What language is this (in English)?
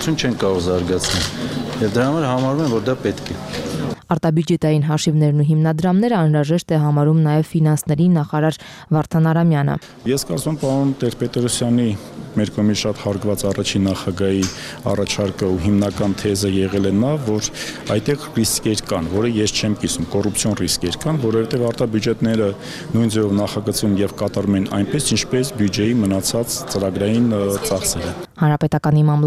Armenian